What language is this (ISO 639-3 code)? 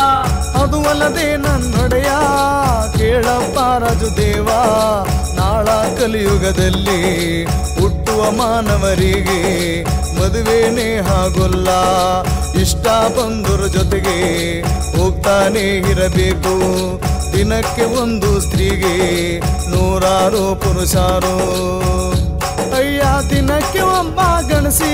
kan